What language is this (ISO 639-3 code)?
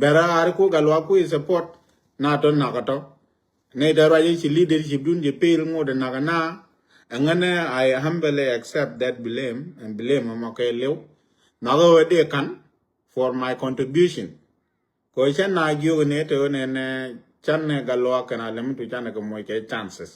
nus